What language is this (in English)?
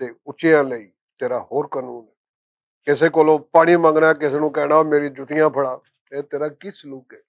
Western Panjabi